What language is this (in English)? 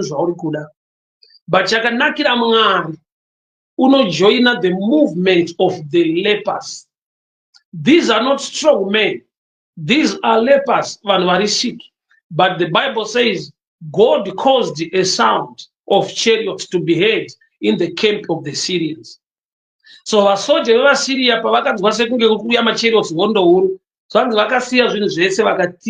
Shona